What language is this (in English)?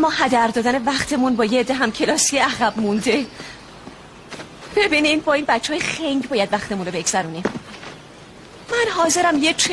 Persian